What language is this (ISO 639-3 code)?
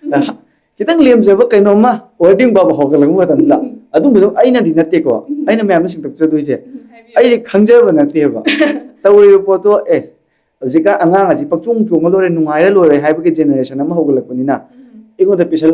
mni